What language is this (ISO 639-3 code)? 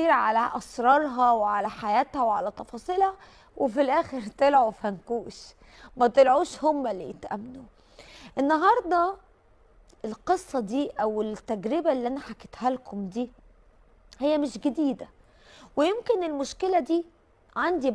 arz